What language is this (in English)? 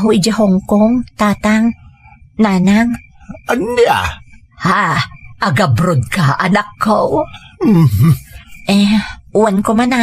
Iloko